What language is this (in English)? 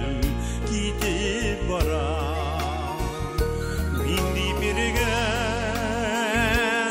Tatar